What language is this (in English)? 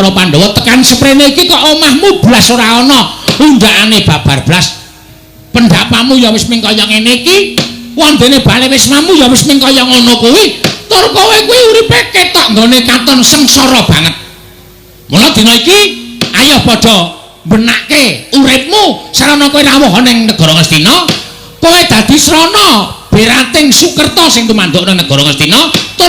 Javanese